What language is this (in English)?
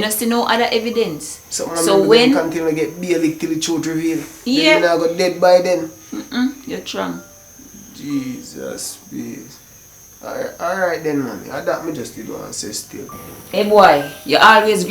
Jamaican Creole English